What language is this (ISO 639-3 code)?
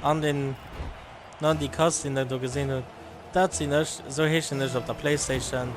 ltz